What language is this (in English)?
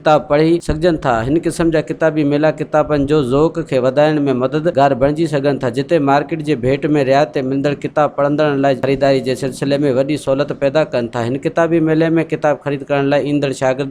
Sindhi